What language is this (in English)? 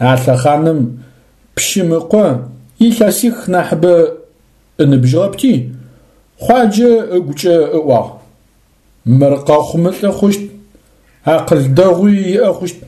Adyghe